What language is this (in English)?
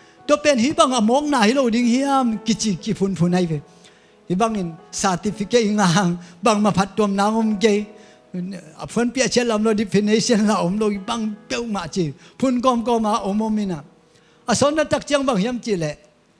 Tedim Chin